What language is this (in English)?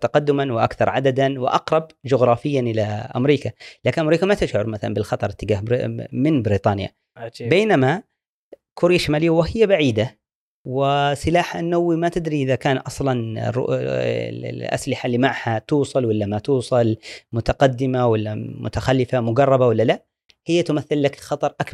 Gulf Arabic